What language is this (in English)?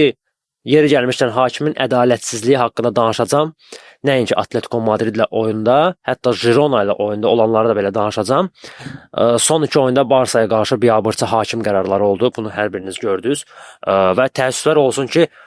Azerbaijani